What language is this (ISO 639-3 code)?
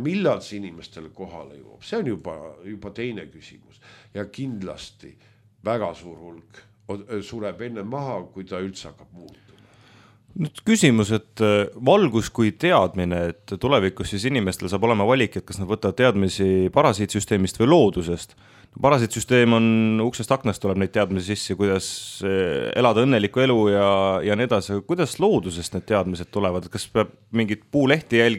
est